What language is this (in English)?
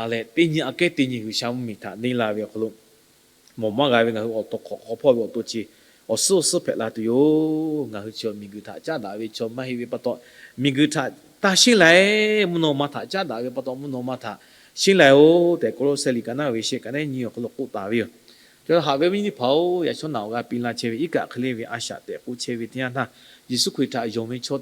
Lahu